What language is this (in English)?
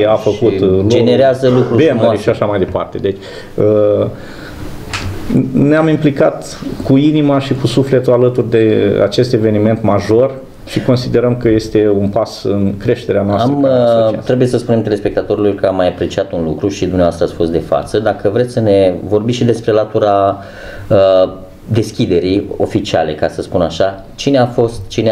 Romanian